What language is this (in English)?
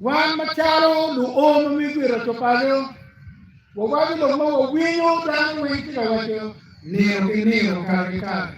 Acoli